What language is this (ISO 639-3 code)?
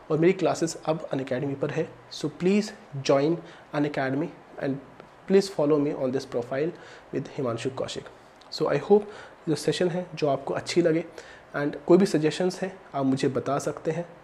hin